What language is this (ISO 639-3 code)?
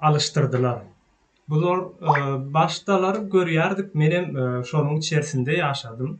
tuk